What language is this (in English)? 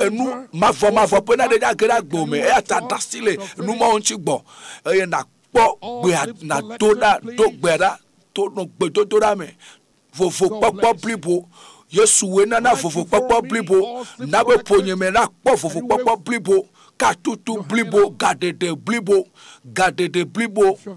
Ewe